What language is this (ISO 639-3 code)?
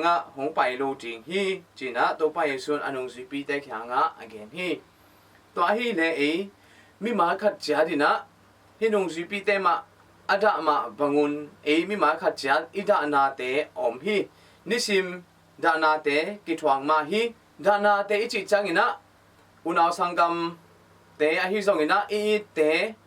ctd